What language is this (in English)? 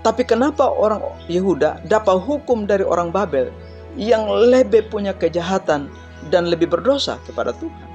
Kupang Malay